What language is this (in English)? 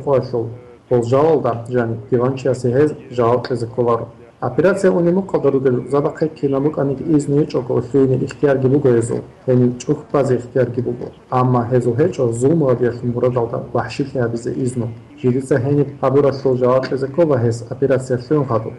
Avaric